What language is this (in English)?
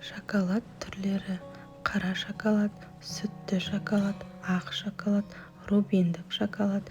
Kazakh